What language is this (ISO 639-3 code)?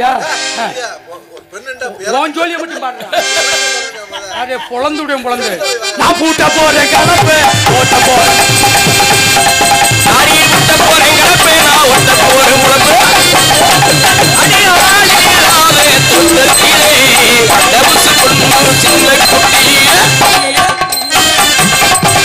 tam